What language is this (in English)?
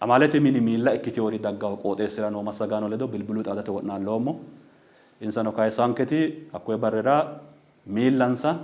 Sidamo